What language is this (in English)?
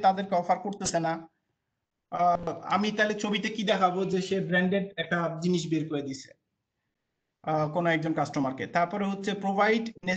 Bangla